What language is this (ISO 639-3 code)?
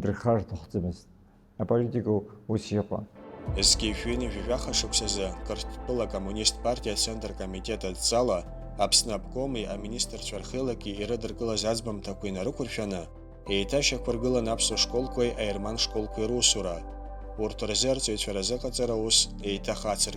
abk